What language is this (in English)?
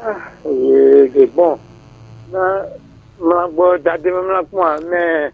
Fon